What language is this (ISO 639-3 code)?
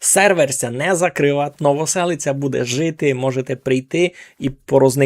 rue